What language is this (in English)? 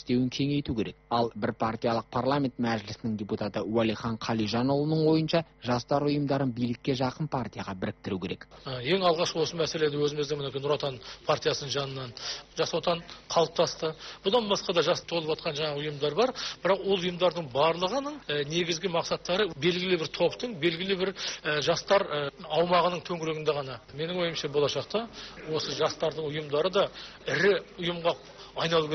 Kazakh